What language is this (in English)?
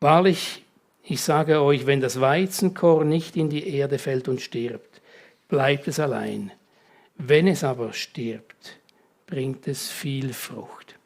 Swiss German